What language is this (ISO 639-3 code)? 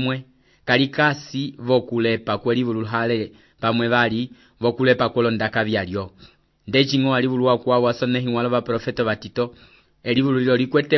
umb